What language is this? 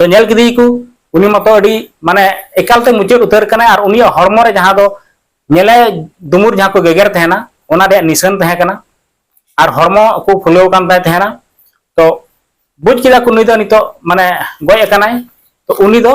Santali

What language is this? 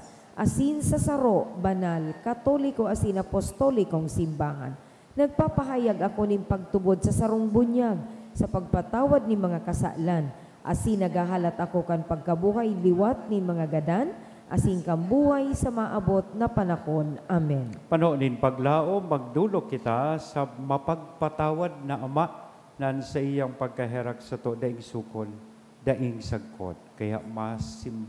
Bikol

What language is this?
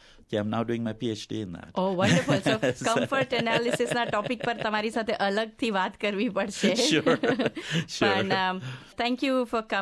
Gujarati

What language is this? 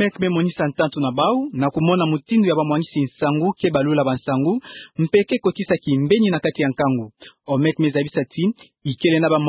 Kituba (Democratic Republic of Congo)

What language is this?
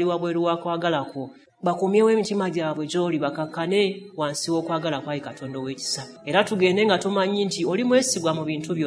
Ganda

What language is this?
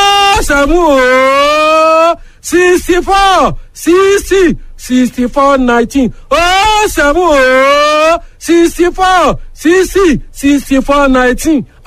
Yoruba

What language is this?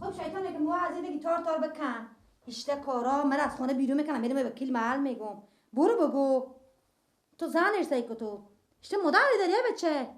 Persian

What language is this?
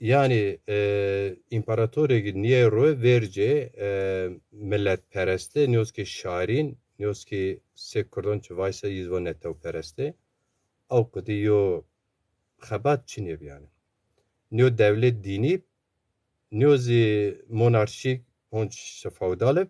Zaza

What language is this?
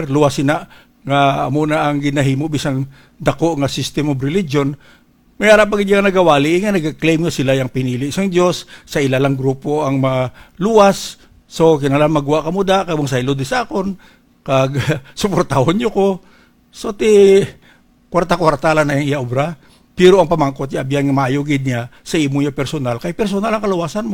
Hiligaynon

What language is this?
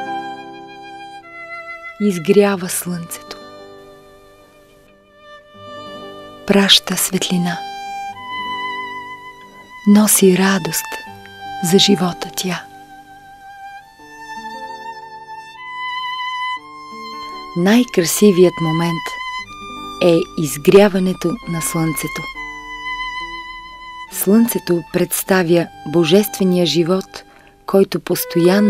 Bulgarian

